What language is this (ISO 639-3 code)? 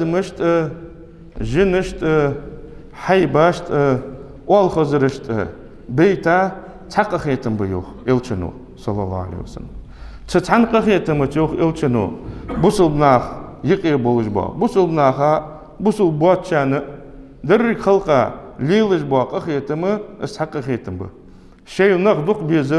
inh